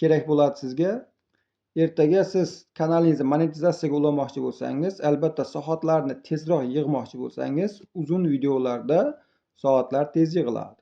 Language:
Uzbek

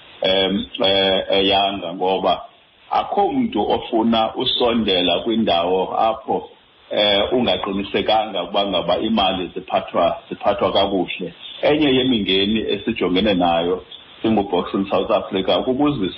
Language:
Xhosa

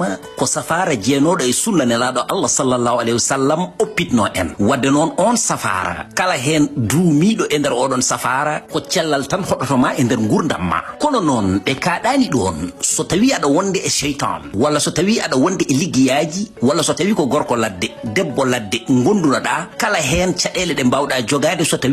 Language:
Fula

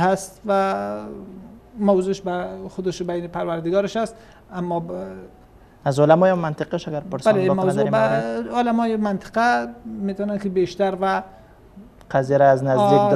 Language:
Persian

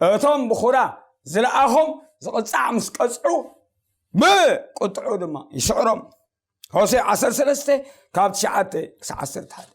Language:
Tigrinya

